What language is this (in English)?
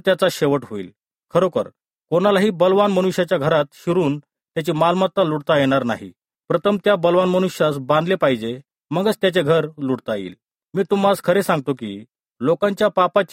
Marathi